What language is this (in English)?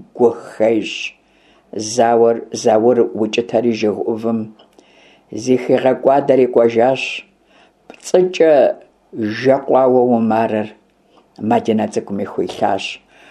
Kabardian